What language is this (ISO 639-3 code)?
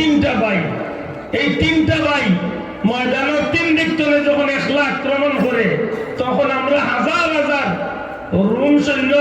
syl